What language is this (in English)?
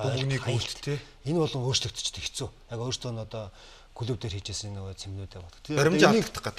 Mongolian